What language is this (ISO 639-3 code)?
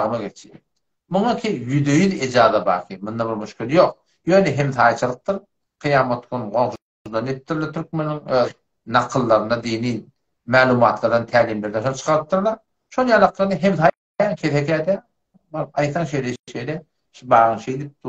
tuk